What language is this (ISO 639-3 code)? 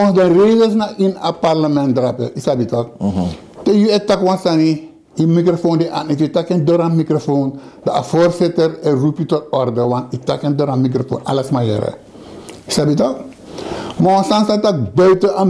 srn